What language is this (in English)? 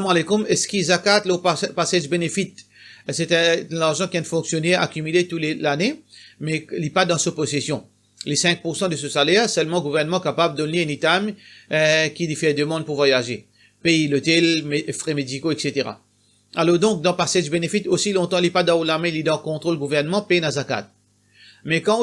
Morisyen